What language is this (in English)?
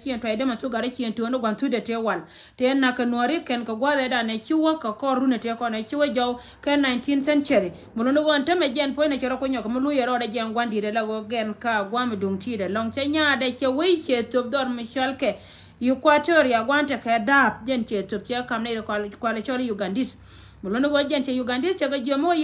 Nuer